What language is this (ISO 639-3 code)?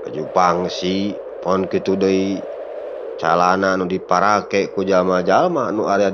sun